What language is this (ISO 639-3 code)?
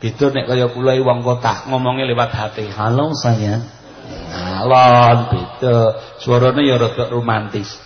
jav